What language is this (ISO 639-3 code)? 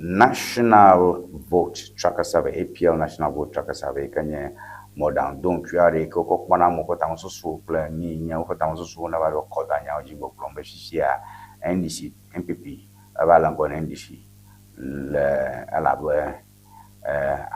ewe